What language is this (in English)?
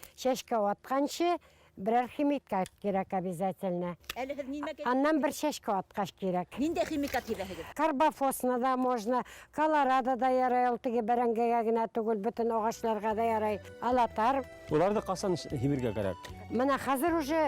Bashkir